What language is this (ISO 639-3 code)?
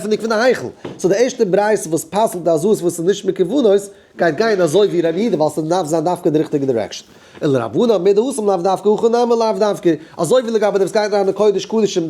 yid